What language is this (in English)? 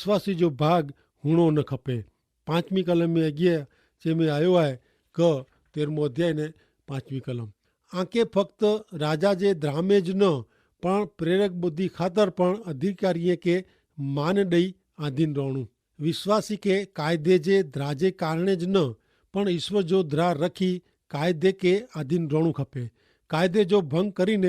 Kachhi